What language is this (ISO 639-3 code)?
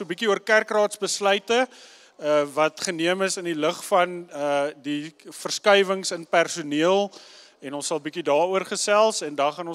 afr